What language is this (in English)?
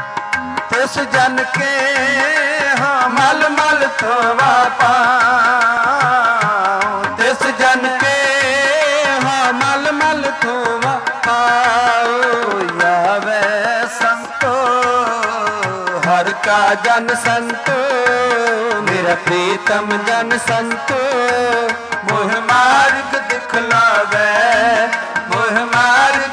Punjabi